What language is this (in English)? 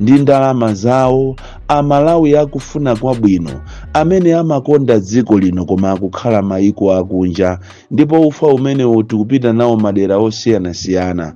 Nyanja